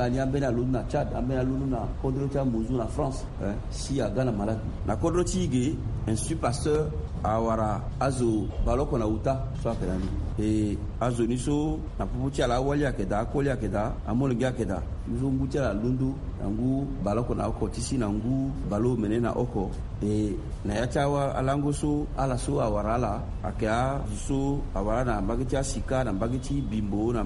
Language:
Sango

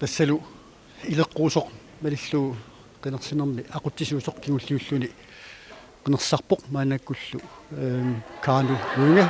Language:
Kalaallisut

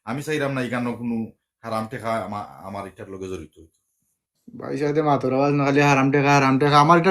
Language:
Sylheti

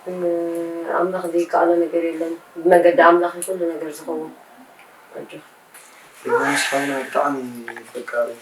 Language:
Tigrinya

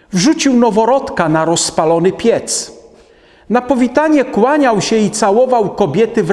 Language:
Polish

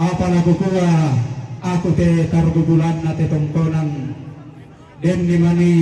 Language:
Toraja-Sa'dan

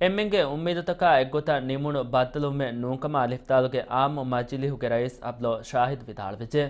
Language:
Divehi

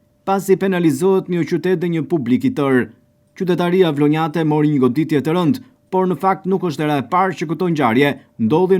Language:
Albanian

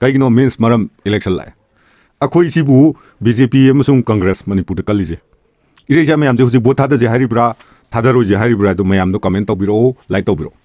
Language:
Manipuri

